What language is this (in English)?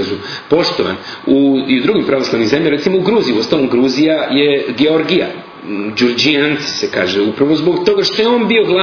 Serbian